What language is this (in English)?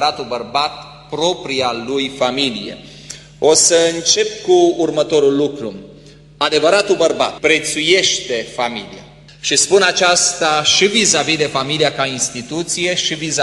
Romanian